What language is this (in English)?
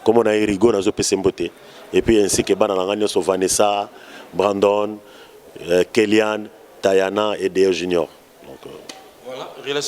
Lingala